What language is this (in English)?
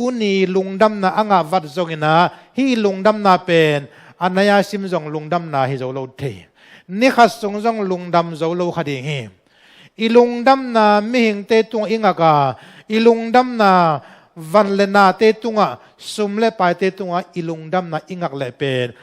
Tedim Chin